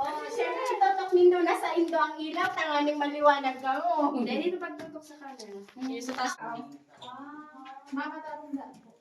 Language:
Bikol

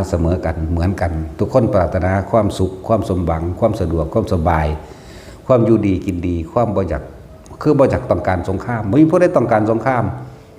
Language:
Northeastern Thai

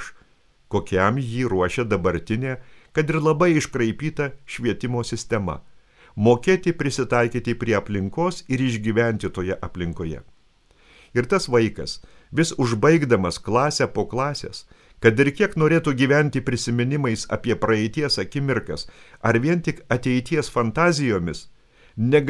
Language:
Lithuanian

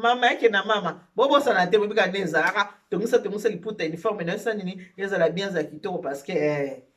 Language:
Lingala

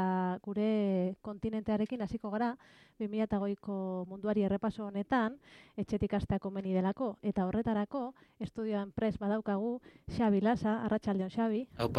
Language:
Basque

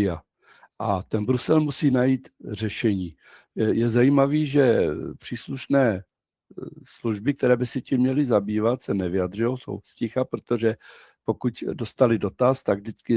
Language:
Czech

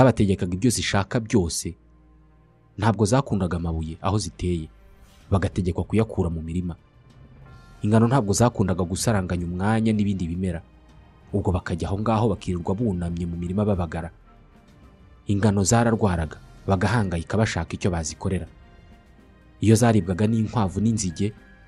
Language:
Kinyarwanda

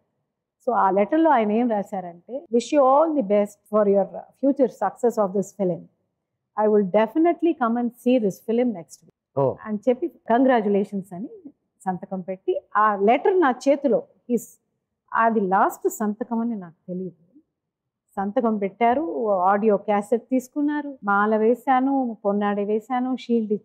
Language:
Telugu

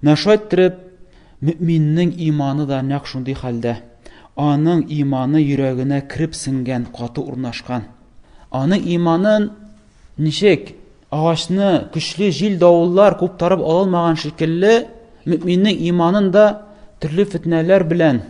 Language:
Tatar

